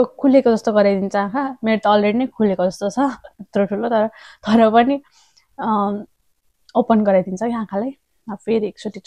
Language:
Nepali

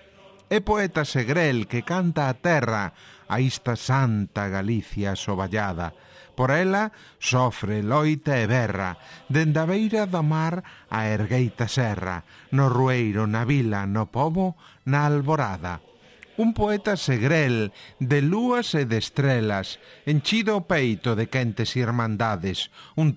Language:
Galician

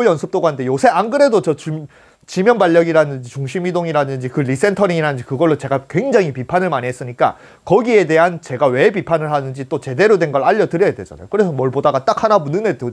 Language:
Korean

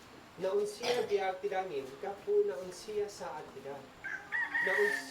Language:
Isnag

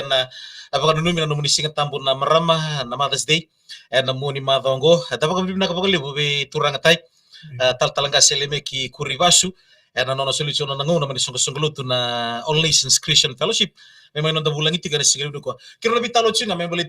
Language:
Fijian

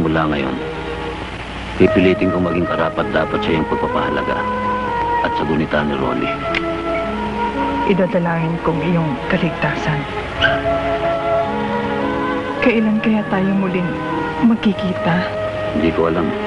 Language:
Filipino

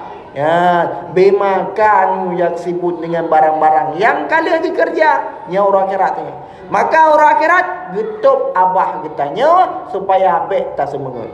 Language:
Achinese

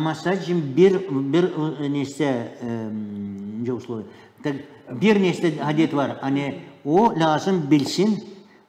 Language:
Gagauz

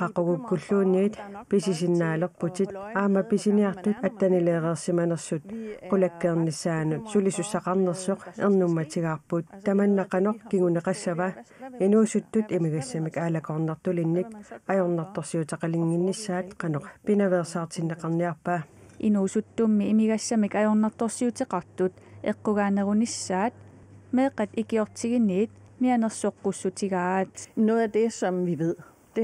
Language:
Kalaallisut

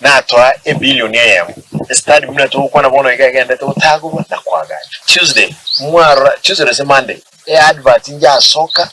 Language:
Gusii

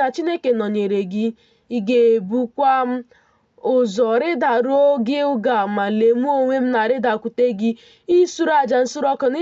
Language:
Igbo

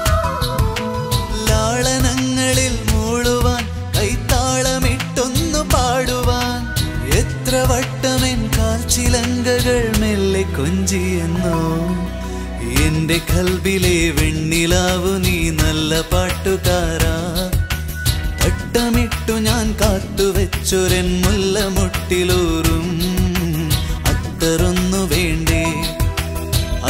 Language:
Malayalam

